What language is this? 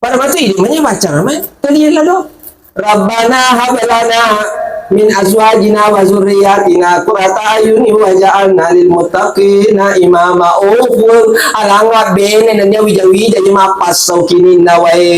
Buginese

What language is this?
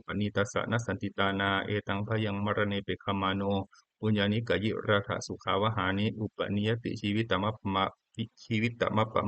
Pali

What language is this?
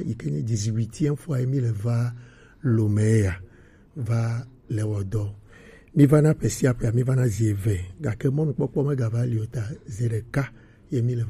Gen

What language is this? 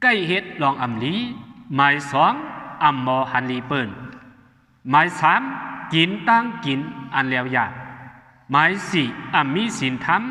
Shan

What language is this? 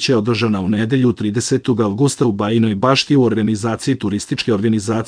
Serbian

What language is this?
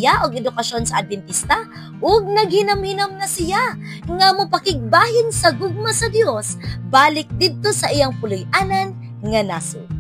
Cebuano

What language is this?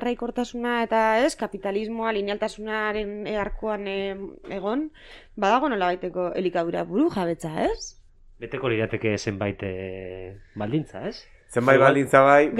Basque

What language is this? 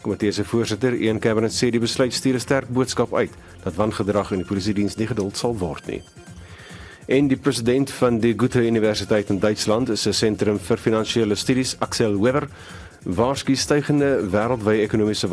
Afrikaans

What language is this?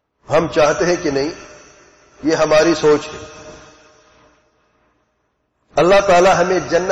Urdu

